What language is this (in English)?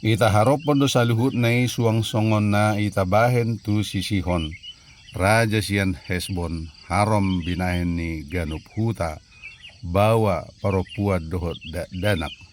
Batak Toba